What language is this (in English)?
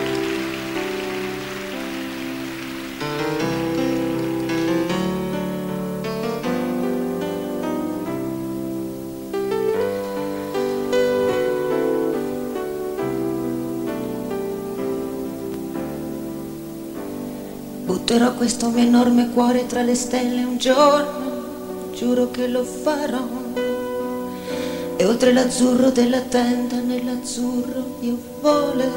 Italian